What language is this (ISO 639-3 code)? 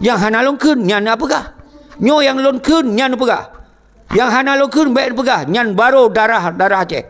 ace